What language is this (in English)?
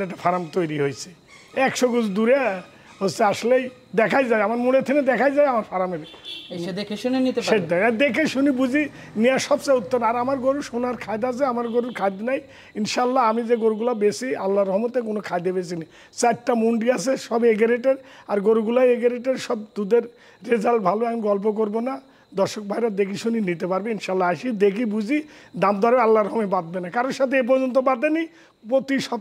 Bangla